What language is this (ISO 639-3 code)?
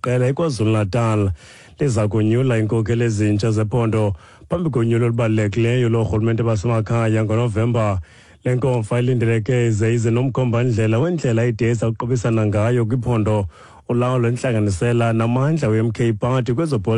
xho